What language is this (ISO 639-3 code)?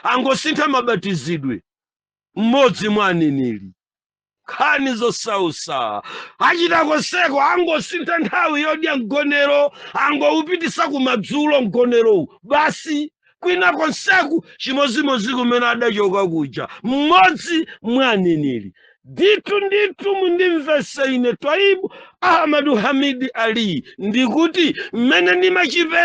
nya